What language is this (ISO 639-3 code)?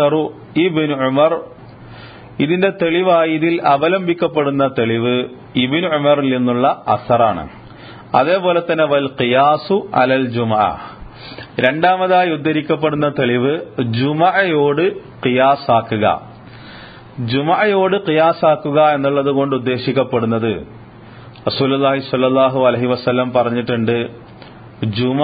mal